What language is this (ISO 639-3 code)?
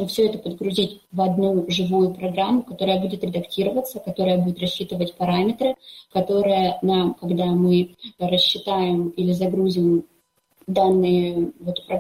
rus